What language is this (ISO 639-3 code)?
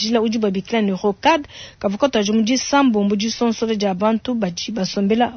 lua